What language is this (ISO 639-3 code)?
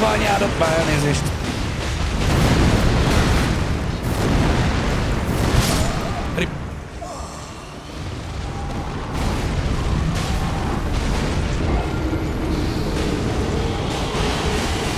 hun